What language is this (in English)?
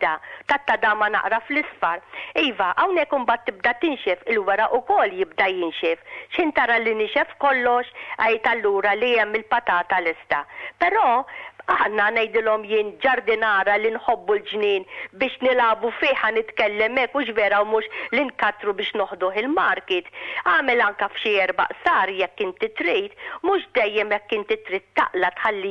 Maltese